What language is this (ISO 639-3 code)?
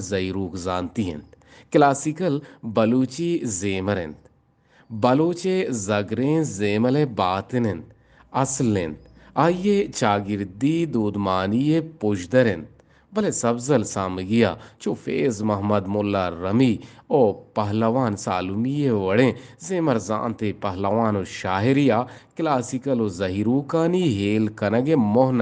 bgp